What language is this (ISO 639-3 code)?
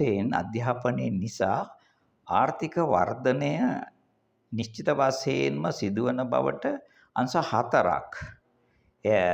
sin